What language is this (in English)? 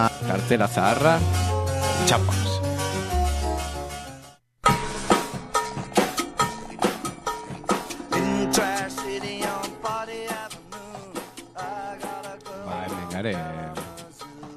Basque